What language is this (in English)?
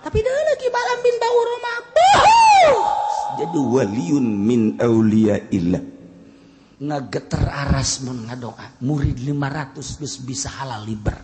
Sundanese